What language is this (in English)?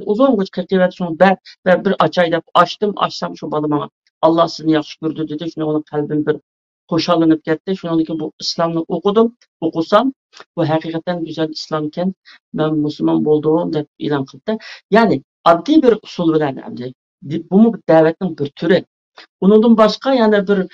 Uyghur